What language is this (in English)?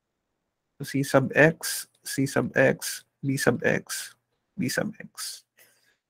Filipino